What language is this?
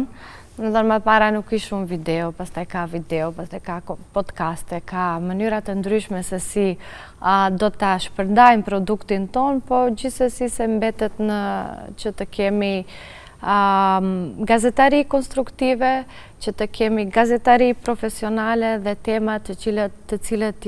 Albanian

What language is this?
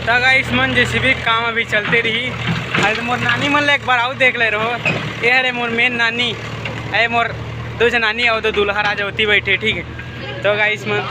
Chhattisgarhi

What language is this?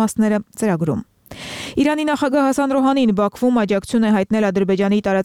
Armenian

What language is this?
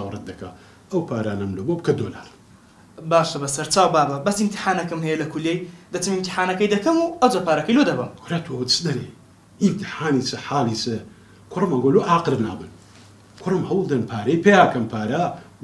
Central Kurdish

